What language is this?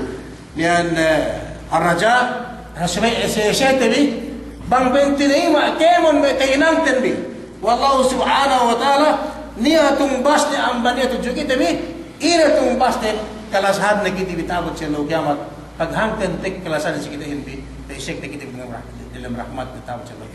Yakan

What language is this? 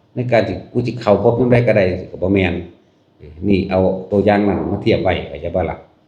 Northeastern Thai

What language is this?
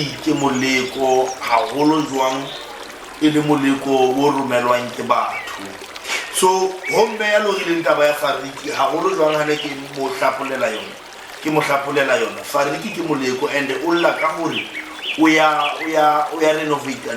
Southern Sotho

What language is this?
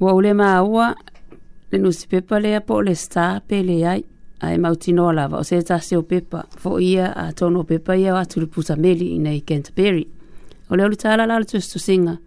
Samoan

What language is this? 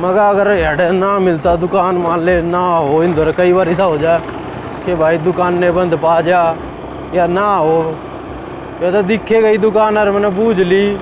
Haryanvi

